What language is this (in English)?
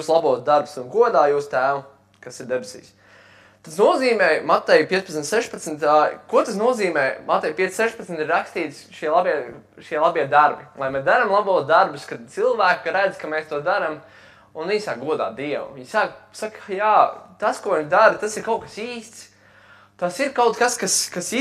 Latvian